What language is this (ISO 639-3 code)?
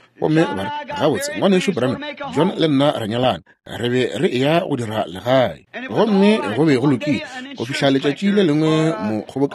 nso